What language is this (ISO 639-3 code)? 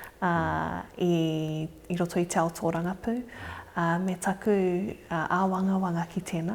mri